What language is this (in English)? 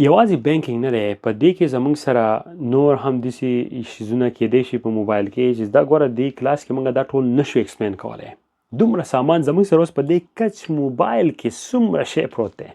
Pashto